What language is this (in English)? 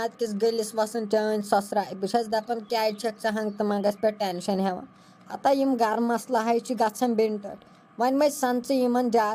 Kashmiri